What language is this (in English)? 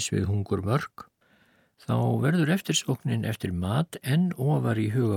Icelandic